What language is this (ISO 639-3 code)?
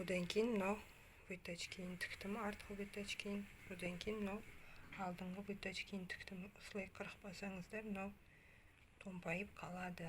kaz